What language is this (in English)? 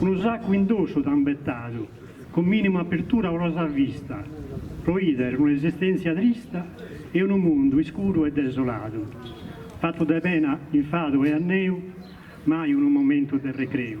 Sardinian